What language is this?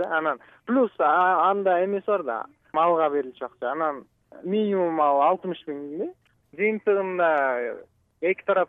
Kyrgyz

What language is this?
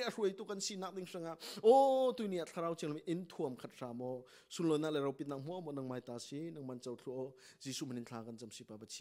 Falam Chin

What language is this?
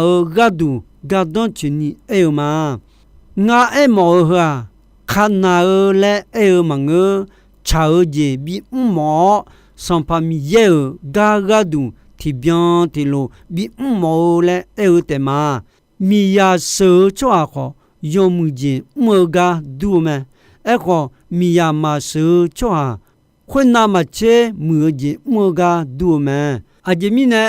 Akha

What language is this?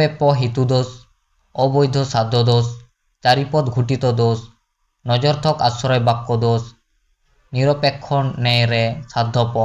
Santali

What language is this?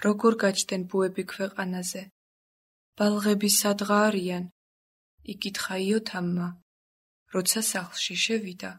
Georgian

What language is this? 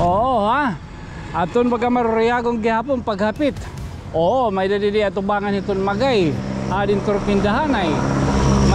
Waray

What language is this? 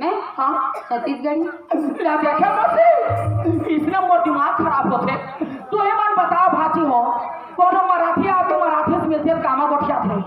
Chhattisgarhi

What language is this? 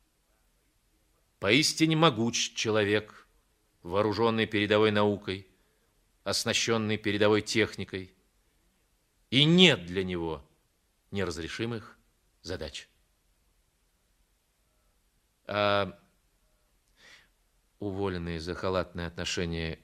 Russian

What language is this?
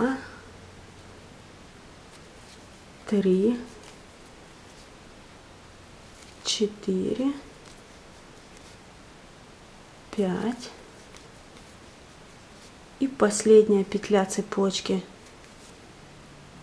Russian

